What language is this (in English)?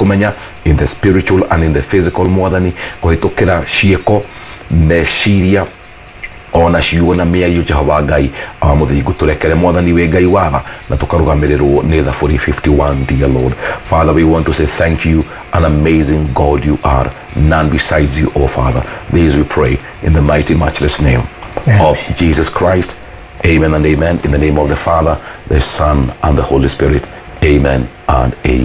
Kikuyu